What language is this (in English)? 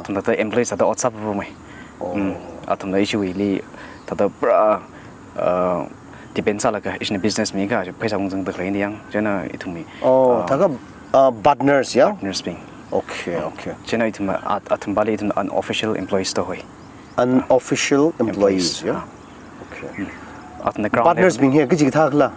Tangkhul Naga (India)